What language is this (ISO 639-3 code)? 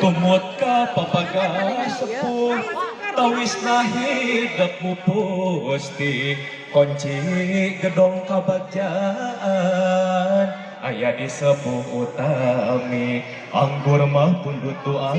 sun